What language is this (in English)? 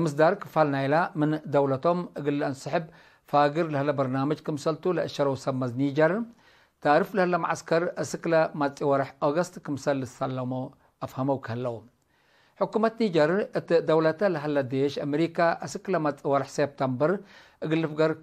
Tigre